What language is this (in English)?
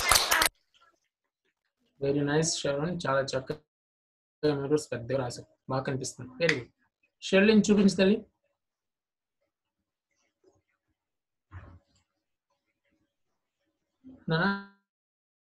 Telugu